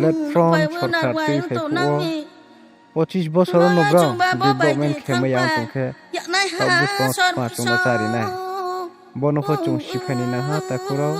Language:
Riang (India)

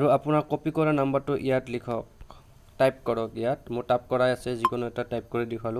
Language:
Assamese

